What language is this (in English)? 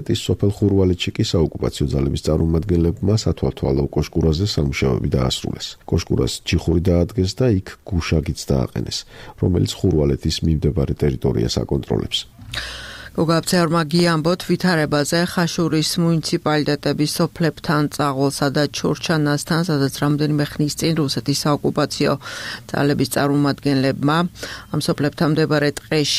Georgian